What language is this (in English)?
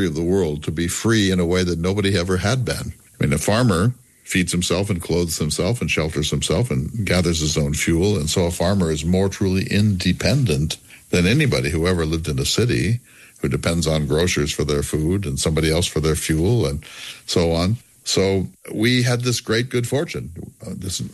English